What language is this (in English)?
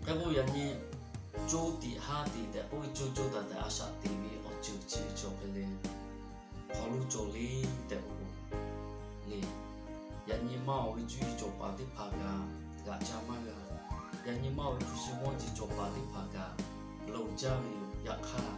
Lahu